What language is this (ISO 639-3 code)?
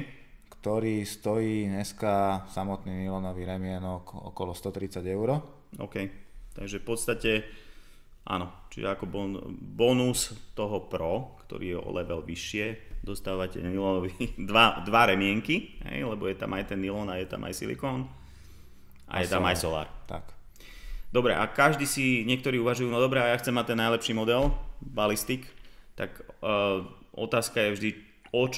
slk